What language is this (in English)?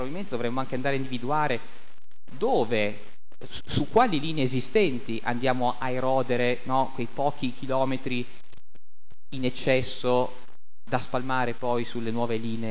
Italian